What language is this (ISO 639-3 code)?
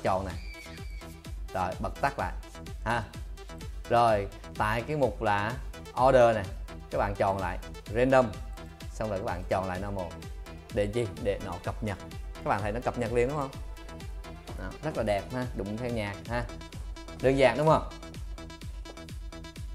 vie